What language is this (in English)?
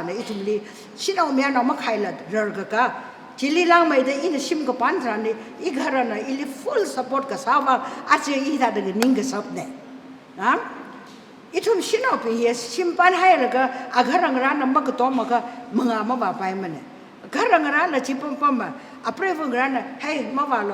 Tangkhul Naga (India)